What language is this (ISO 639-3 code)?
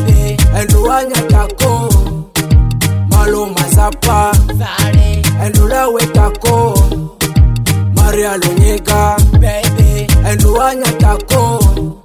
swa